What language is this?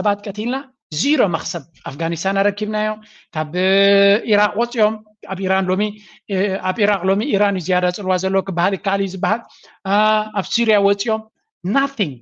Tigrinya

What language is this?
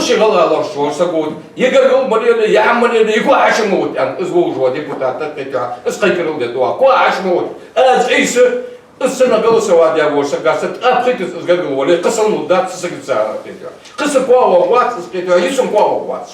Ingush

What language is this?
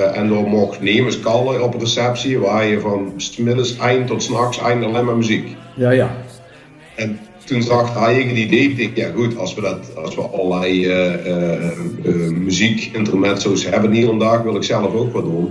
Limburgish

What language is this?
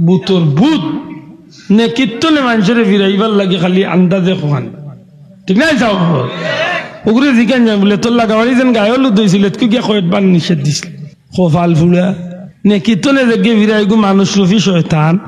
Sylheti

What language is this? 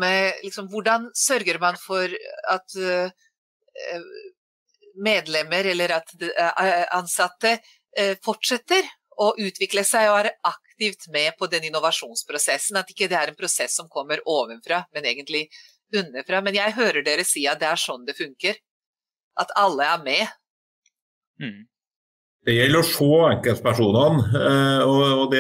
Norwegian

